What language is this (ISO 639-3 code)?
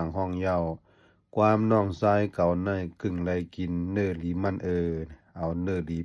lao